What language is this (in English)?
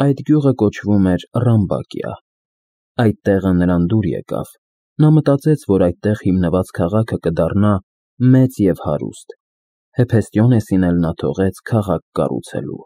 Armenian